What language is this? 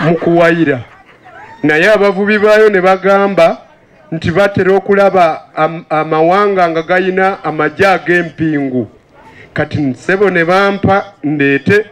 Ganda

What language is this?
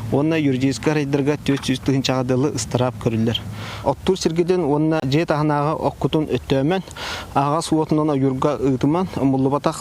Yakut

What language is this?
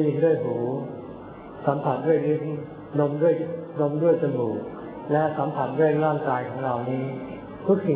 Thai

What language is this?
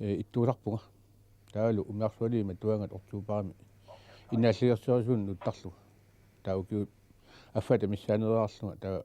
Kalaallisut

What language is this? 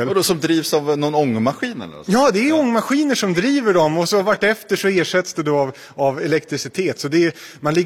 Swedish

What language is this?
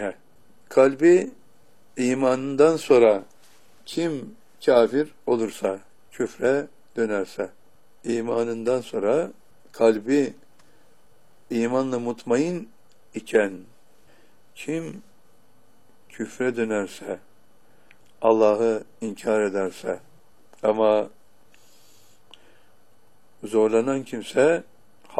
Turkish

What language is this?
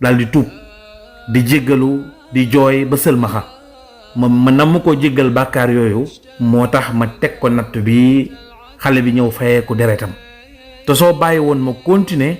Wolof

